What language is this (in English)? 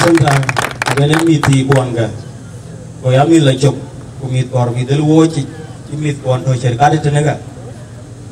Dinka